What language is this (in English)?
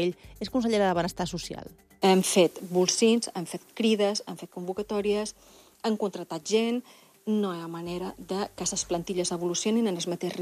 Catalan